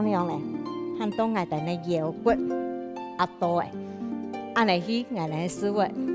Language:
Hakka Chinese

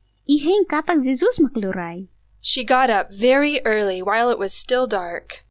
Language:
Tetum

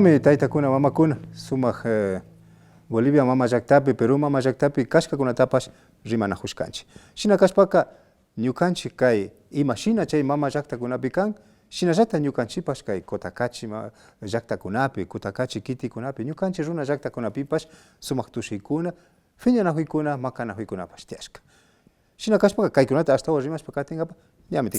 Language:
Imbabura Highland Quichua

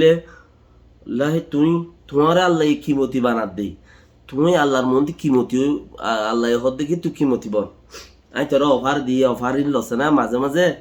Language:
Rohingya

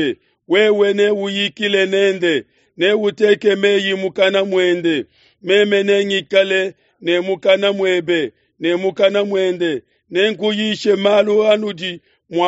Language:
Luba-Lulua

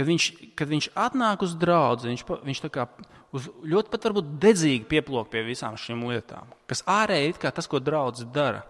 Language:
Latvian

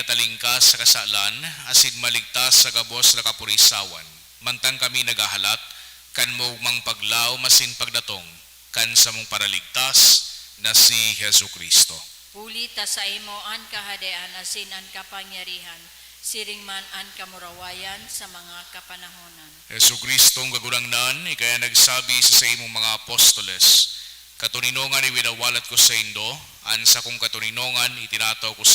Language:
Bikol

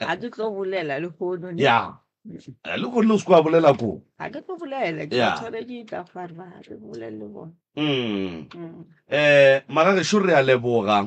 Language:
Northern Sotho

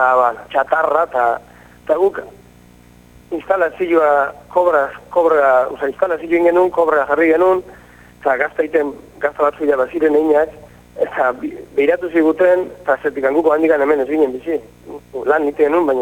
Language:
Basque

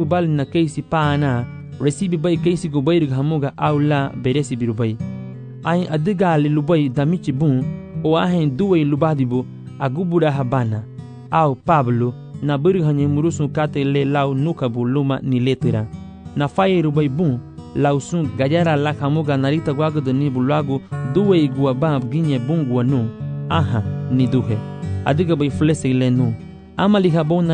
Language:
Garifuna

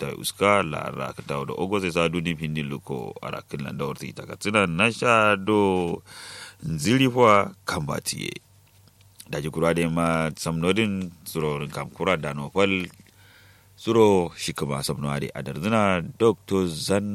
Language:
Kanuri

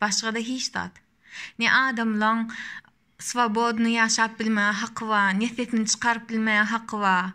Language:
Turkmen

